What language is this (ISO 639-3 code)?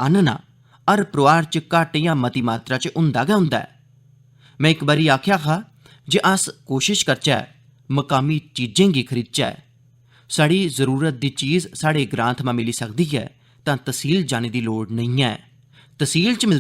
doi